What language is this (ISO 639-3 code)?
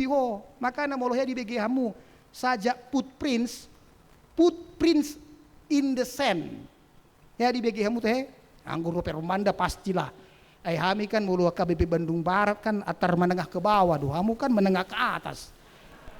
bbc